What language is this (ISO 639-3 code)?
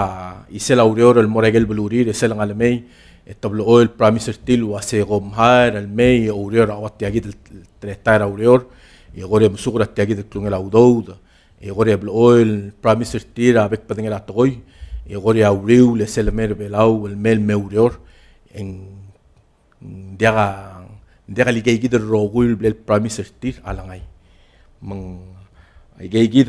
pau